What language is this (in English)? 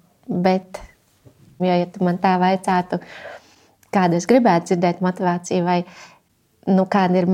Latvian